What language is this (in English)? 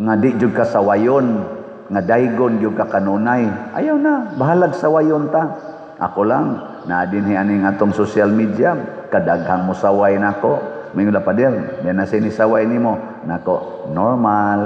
Cebuano